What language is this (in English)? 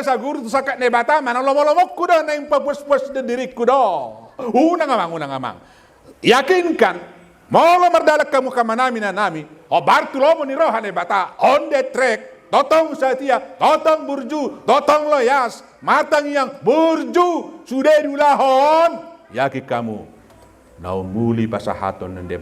Batak Toba